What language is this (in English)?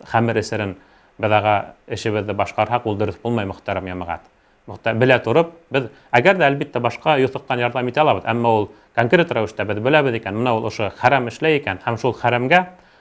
Bashkir